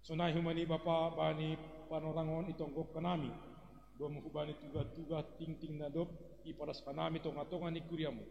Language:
Batak Simalungun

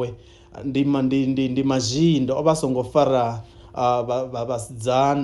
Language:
Venda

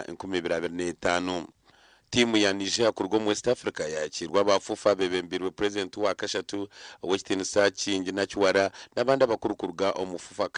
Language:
Nyankole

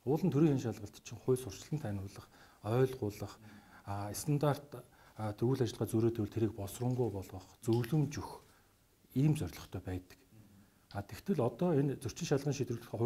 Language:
Mongolian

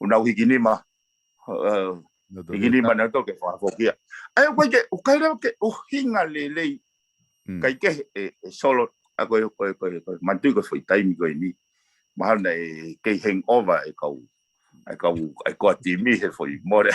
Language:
Tongan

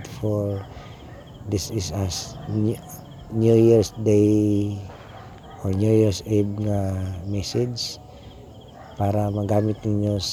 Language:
Cebuano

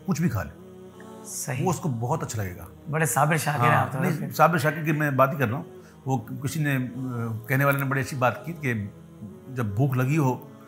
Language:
Urdu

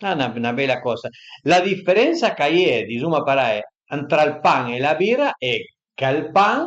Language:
Piedmontese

